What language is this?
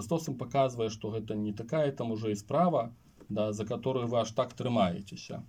Belarusian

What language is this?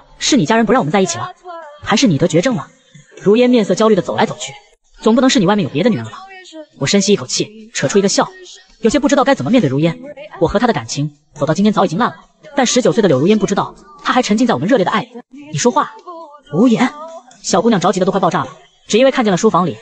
Chinese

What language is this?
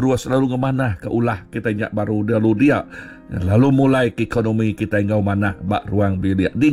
Iban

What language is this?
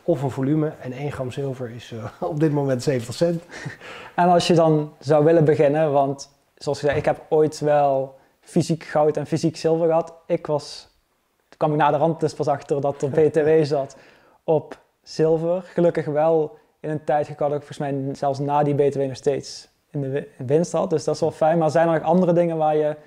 Dutch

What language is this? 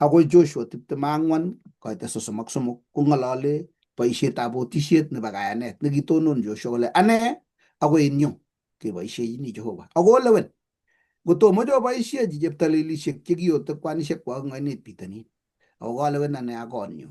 Kalenjin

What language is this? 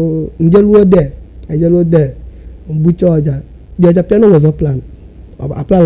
Igbo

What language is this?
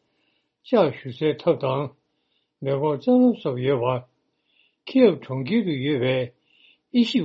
Tibetan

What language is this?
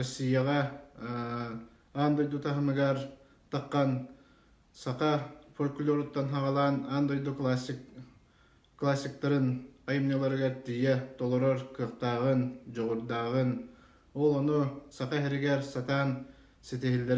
Yakut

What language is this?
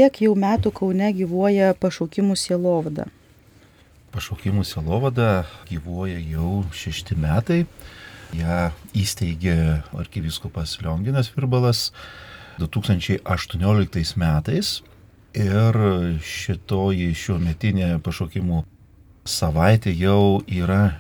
Lithuanian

